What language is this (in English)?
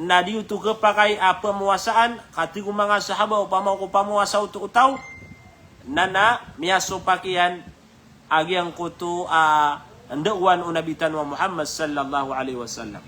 Maranao